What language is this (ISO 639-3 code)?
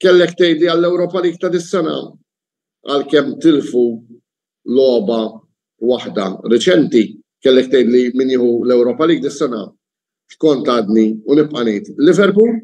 mlt